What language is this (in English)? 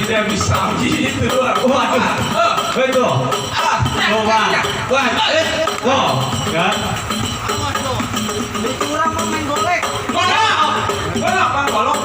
Betawi